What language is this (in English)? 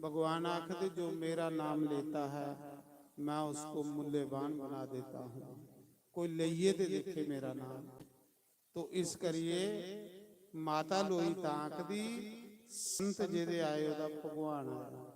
Dogri